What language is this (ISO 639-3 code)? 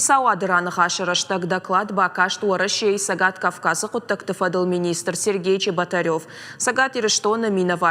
oss